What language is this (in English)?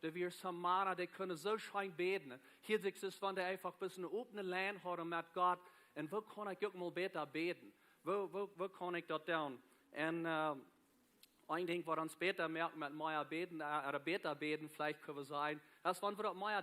Plautdietsch